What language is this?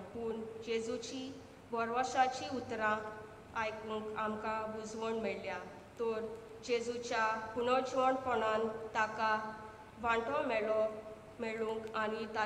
Konkani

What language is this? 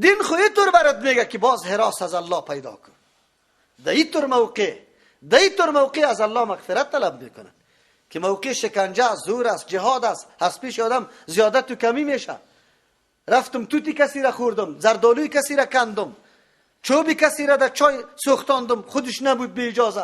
Persian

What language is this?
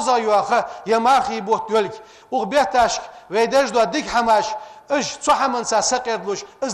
Ingush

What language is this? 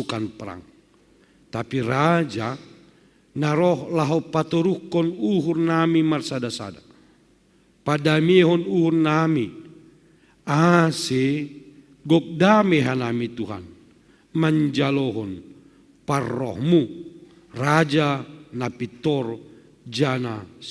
Batak Simalungun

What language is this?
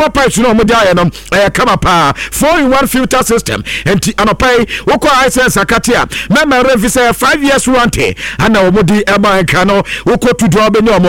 Akan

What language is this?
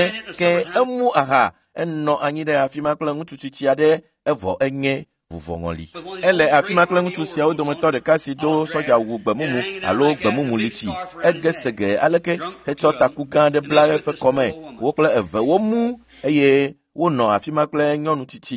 Ewe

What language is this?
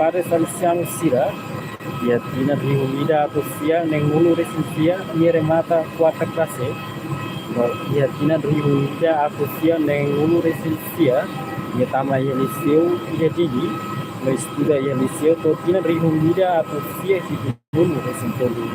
Tetum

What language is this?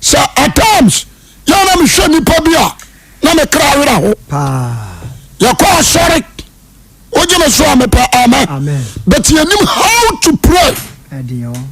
Akan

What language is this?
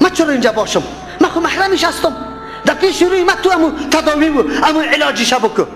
Persian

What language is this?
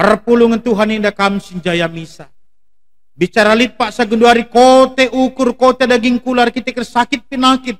Batak Karo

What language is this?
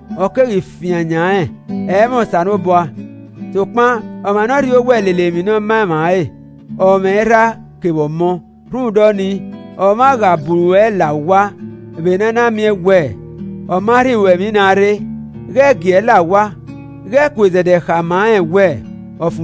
Esan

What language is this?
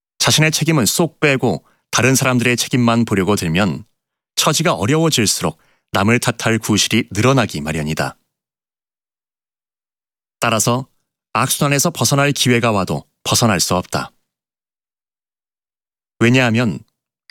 Korean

